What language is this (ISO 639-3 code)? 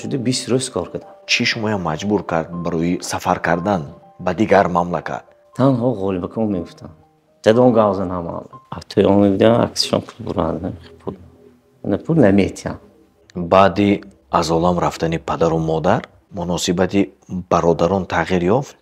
tgk